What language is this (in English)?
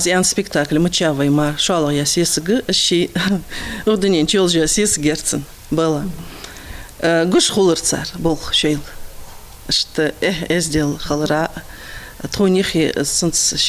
Ingush